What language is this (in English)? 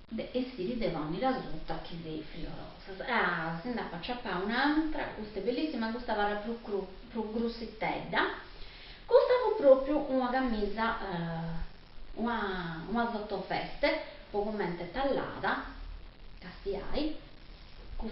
Sardinian